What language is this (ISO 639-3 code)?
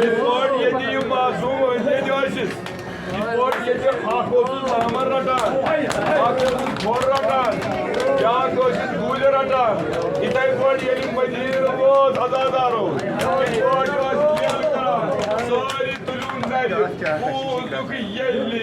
kas